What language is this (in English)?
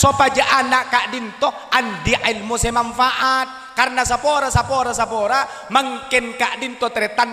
Madurese